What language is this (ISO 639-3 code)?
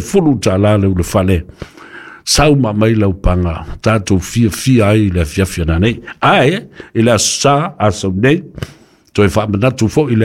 smo